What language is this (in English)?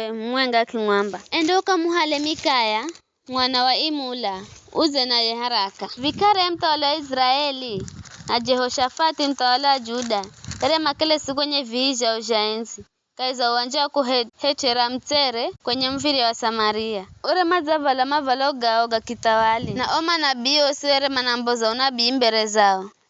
Giryama